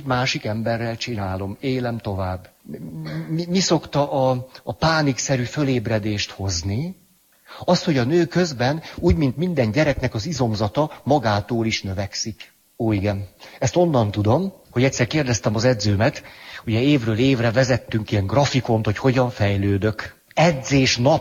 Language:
Hungarian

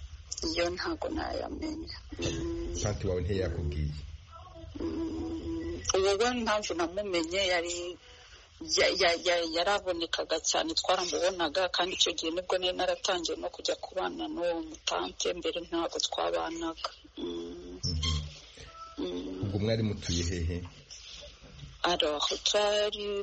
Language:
Kinyarwanda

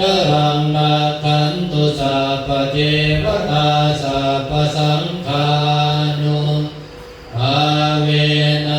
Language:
Pali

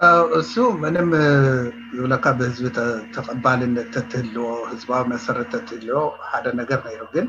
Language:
Tigrinya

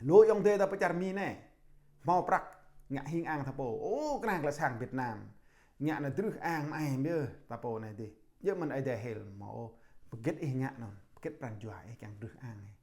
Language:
Jarai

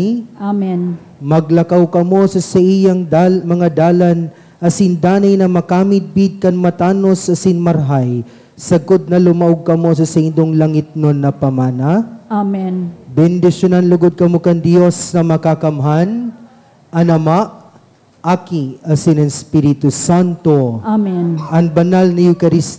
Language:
Bikol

